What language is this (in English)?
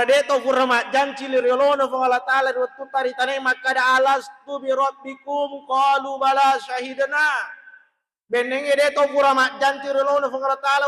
Buginese